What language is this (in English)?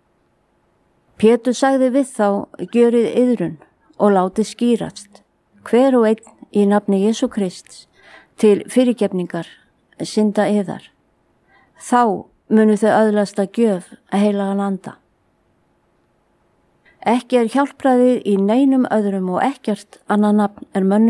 Icelandic